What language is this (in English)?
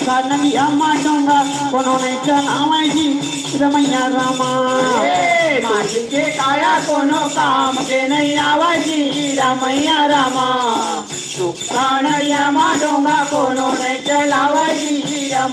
Chhattisgarhi